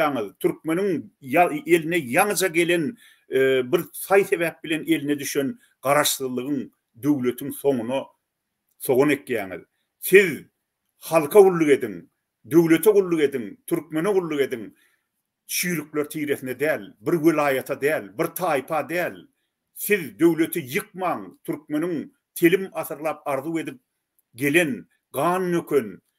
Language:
Turkmen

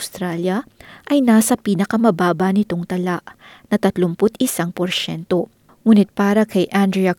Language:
Filipino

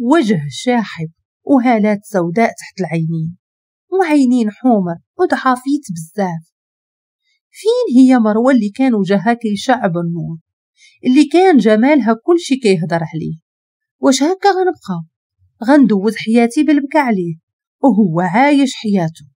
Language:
Moroccan Arabic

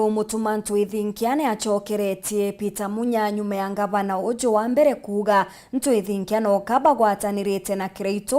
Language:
Meru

